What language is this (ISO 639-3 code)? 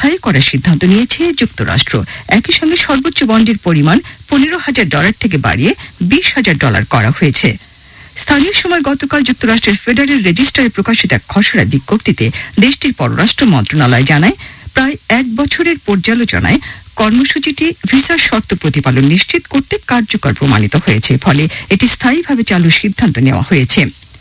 ben